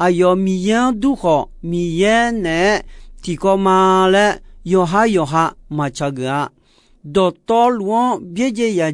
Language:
Akha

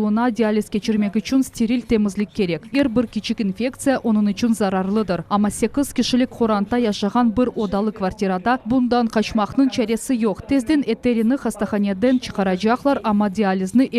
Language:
Crimean Tatar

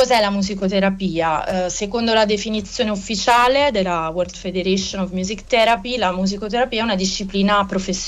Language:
Italian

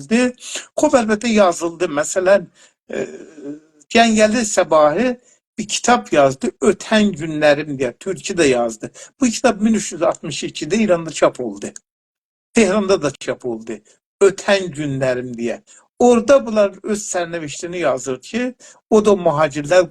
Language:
South Azerbaijani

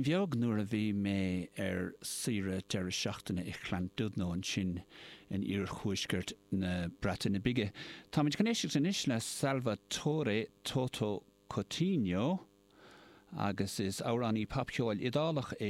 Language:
Irish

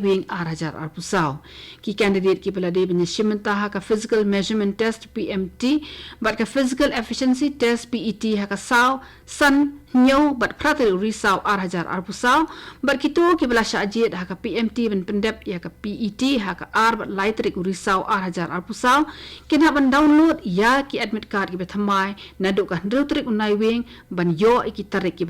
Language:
Khasi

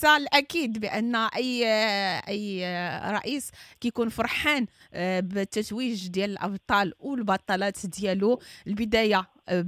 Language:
Moroccan Arabic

